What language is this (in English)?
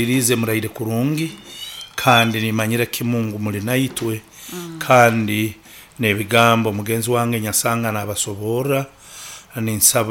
Nyankole